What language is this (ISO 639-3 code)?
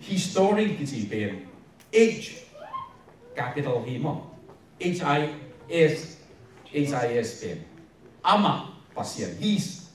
ctd